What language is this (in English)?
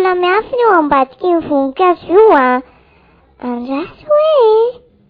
Malagasy